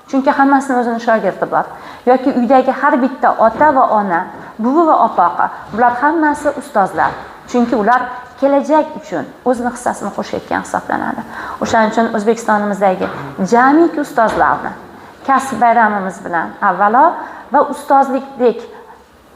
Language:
Uzbek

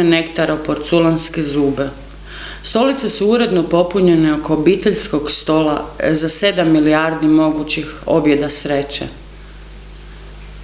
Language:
Croatian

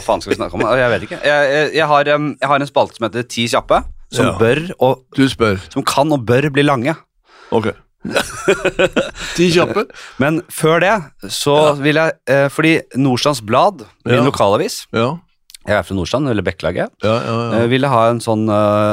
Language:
Norwegian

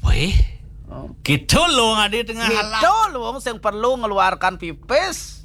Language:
Balinese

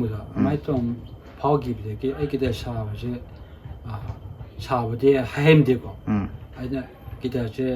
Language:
Manipuri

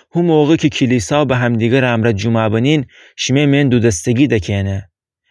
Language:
Gilaki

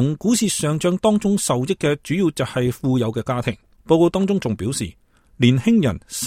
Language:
Cantonese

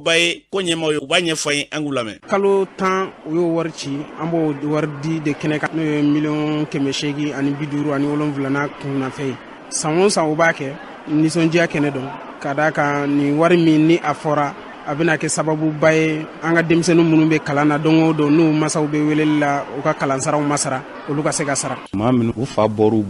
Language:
Bambara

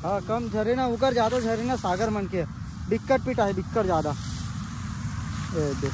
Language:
Chhattisgarhi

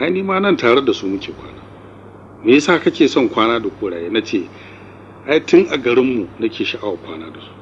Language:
Hausa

